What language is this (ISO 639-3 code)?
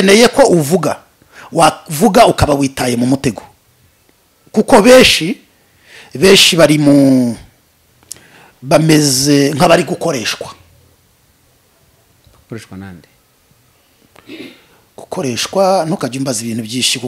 kin